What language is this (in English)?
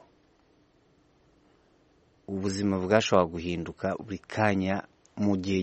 Kinyarwanda